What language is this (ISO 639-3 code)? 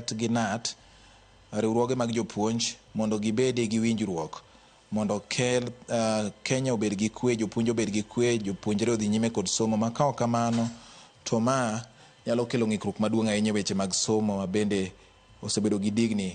luo